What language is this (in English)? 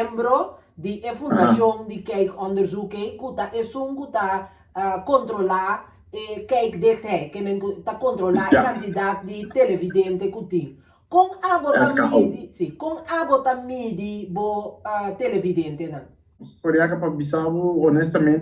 Papiamento